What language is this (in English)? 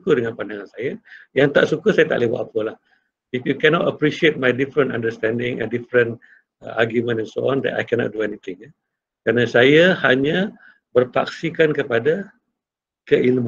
Malay